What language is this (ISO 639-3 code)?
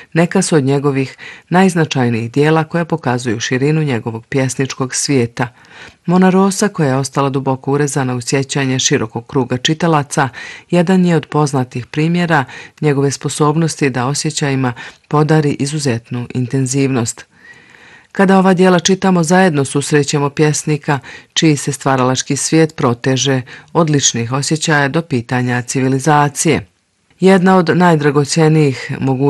bos